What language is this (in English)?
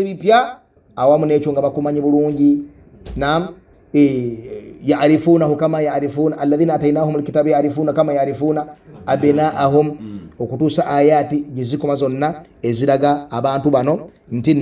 Ganda